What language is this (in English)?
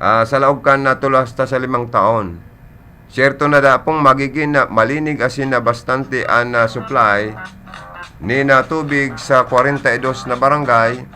Bikol